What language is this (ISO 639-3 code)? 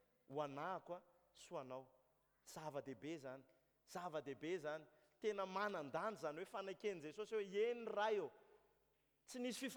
mlg